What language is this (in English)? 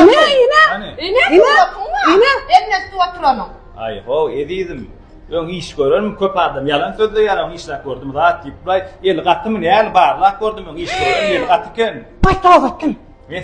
Turkmen